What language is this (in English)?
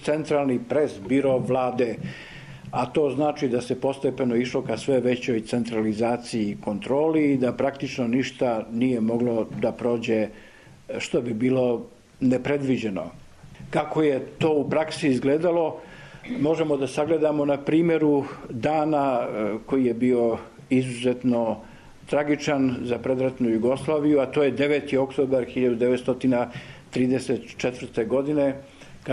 Serbian